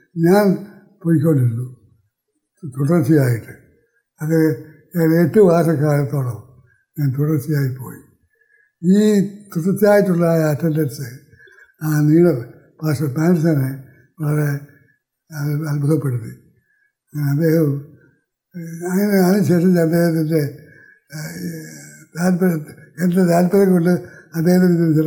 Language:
Malayalam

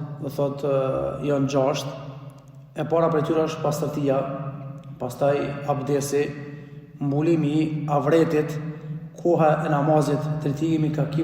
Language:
Albanian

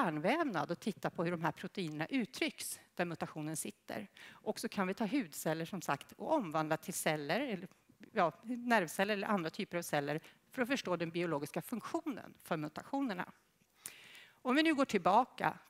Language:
Swedish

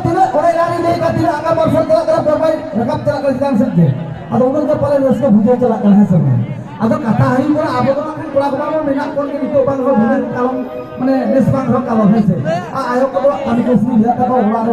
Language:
Santali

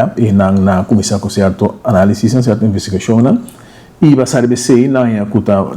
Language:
Papiamento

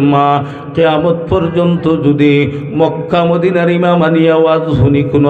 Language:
Sylheti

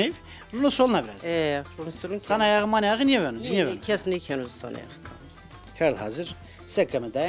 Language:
Zaza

